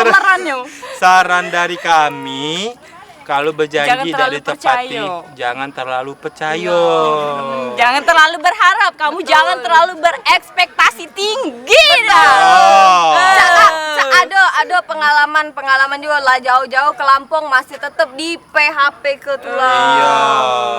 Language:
Musi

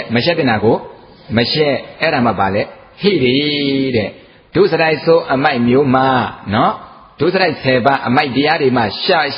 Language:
Burmese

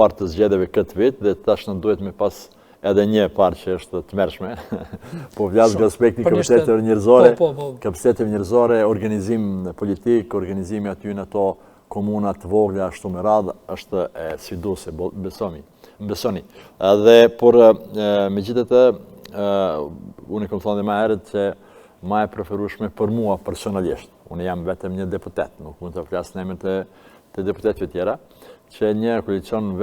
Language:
Albanian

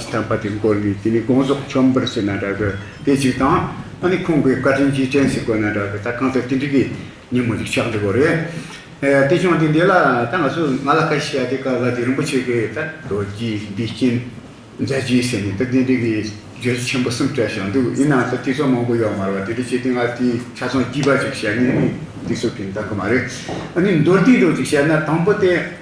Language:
Tibetan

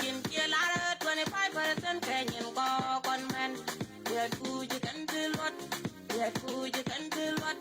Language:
Nuer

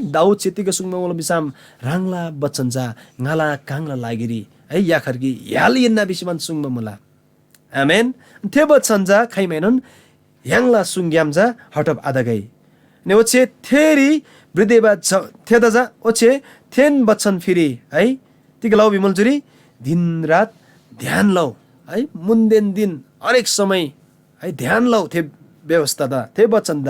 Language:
Eastern Tamang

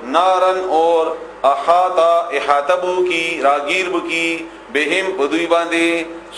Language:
Pashto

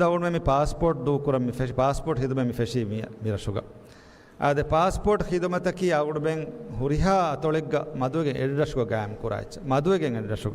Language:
Divehi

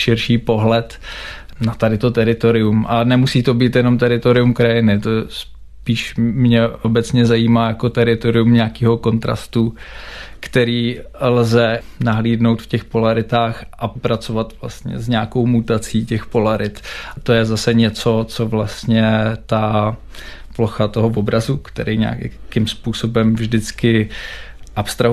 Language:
Czech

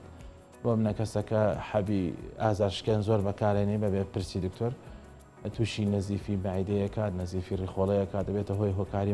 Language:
Central Kurdish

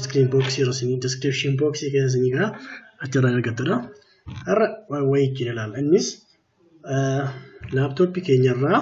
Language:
Oromo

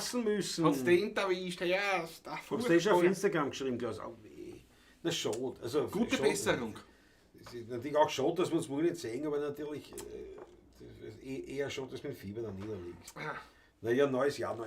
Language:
Bavarian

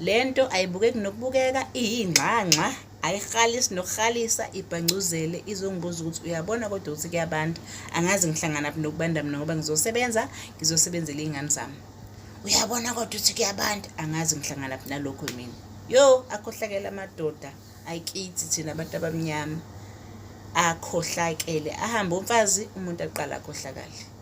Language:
Zulu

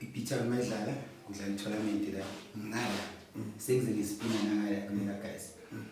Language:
Zulu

